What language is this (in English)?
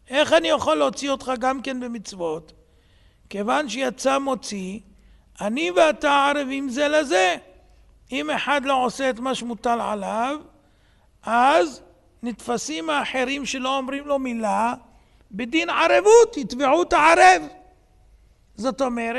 Hebrew